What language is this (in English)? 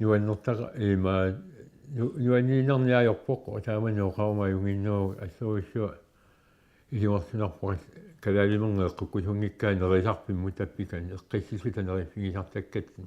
Kalaallisut